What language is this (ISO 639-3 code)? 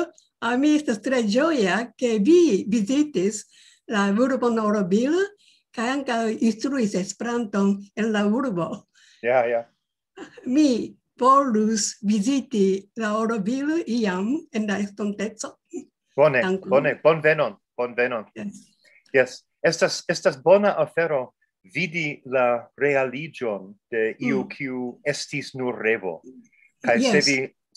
epo